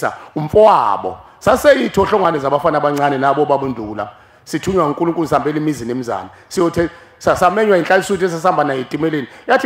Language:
Zulu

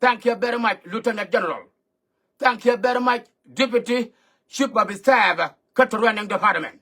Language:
Nuer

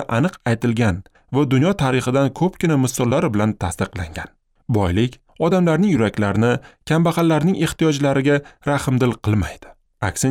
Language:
Uzbek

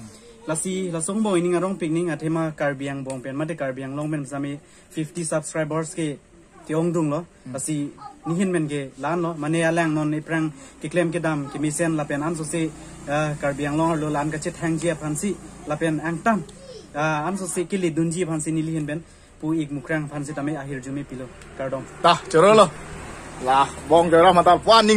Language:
Karbi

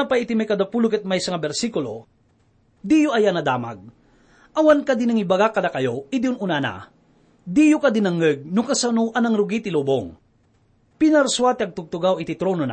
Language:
Iloko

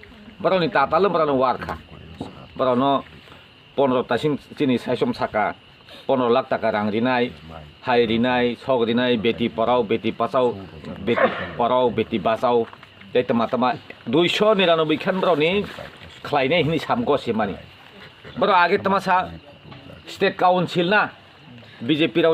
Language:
Kok Borok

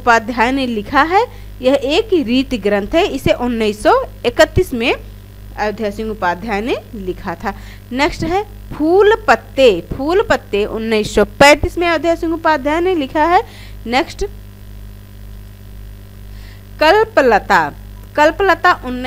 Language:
Hindi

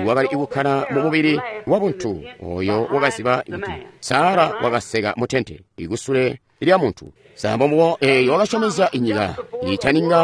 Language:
Tonga (Zambia)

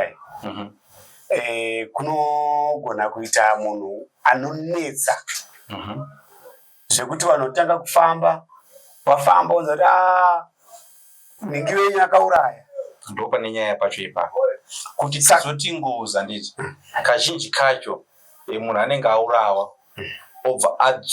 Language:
Shona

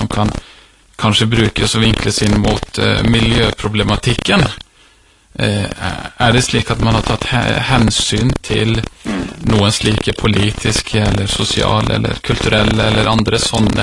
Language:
Norwegian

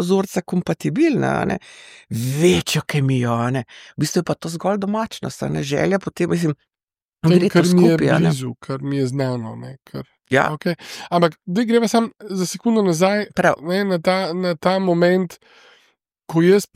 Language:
Slovenian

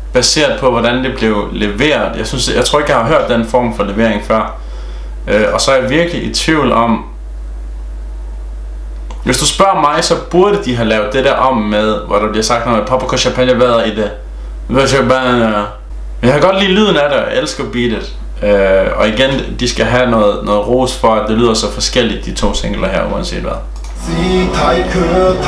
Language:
Danish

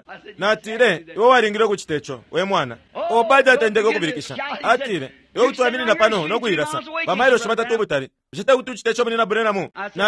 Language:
Bemba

